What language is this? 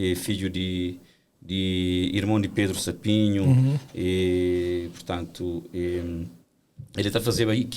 Kabuverdianu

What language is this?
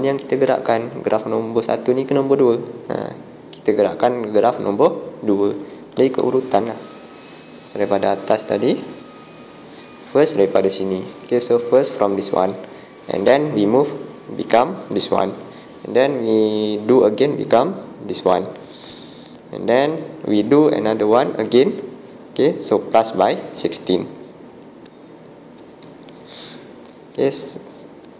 Malay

